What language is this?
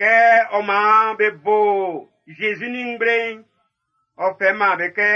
Baoulé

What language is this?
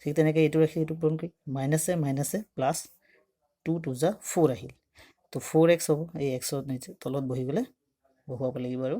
Assamese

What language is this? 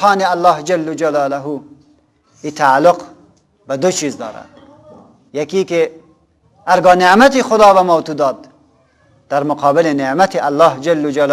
Persian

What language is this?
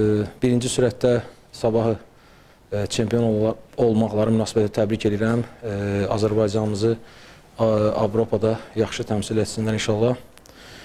Azerbaijani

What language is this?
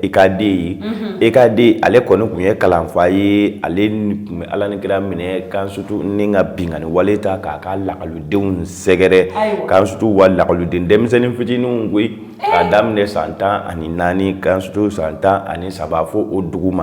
Bambara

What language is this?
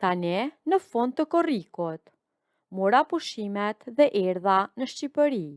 Albanian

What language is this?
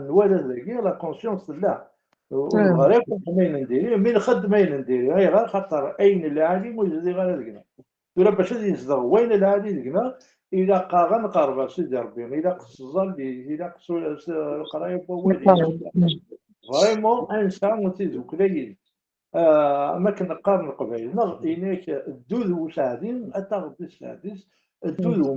Kabyle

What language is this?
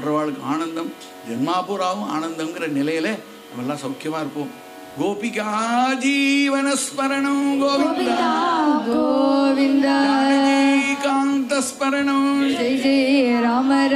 Tamil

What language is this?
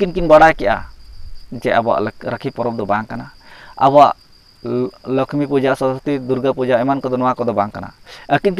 Santali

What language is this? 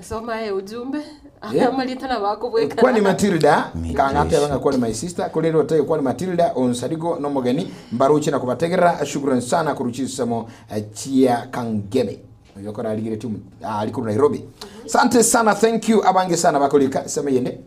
Gusii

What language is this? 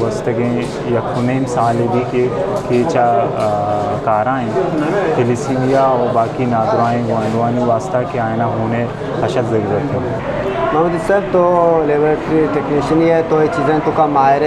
Eastern Balochi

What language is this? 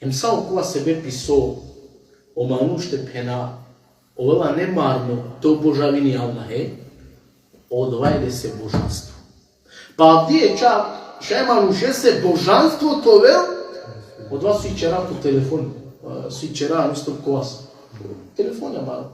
Balkan Romani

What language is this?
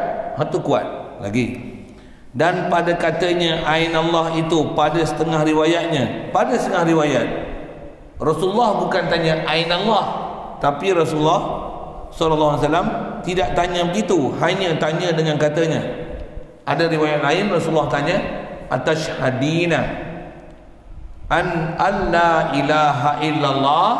Malay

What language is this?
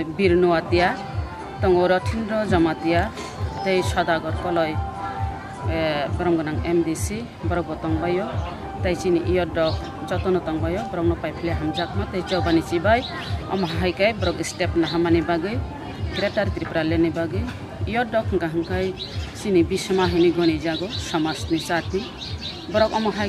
Kok Borok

